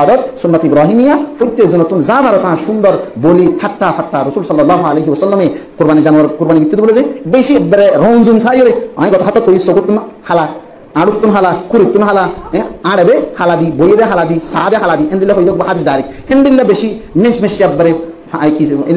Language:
Rohingya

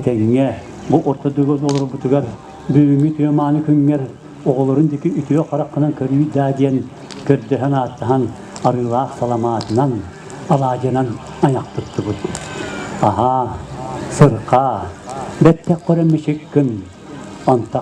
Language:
Yakut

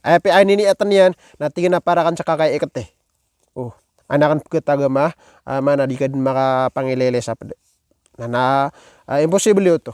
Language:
Maranao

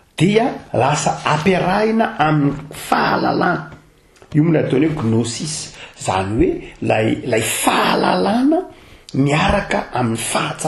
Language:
Malagasy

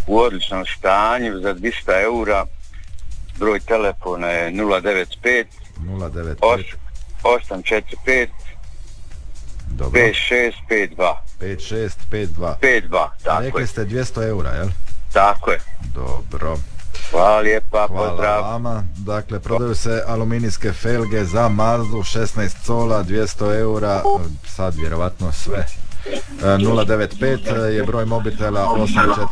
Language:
Croatian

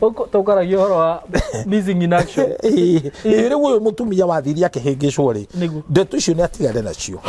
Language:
Kikuyu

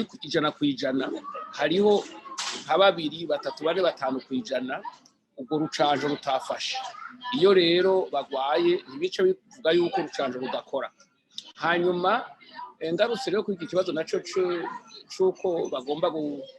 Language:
Rundi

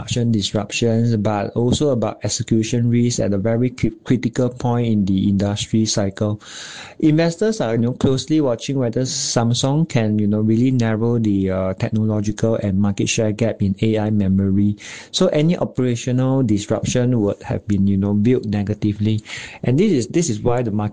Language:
English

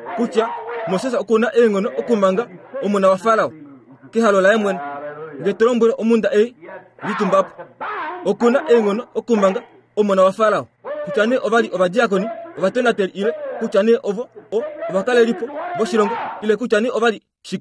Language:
Kuanyama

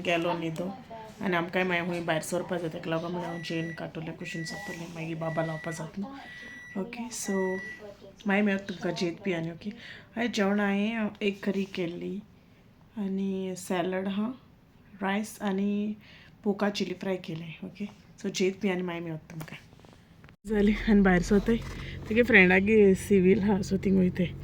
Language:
Konkani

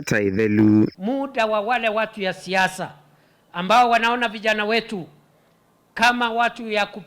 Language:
Kamba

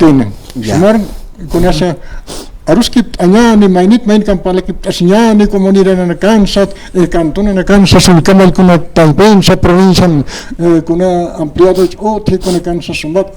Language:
Aymara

